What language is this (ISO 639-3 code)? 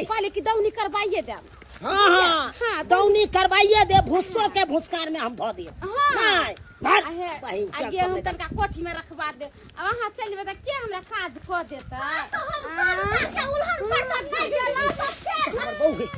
mai